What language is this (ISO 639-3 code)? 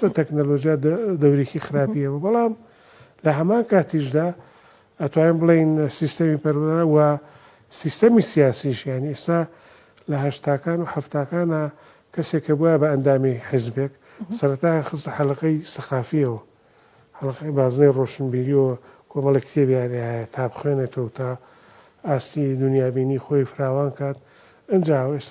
ckb